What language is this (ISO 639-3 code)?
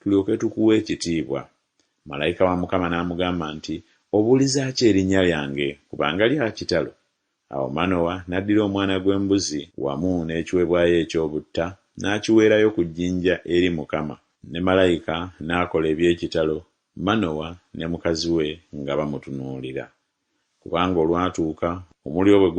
lug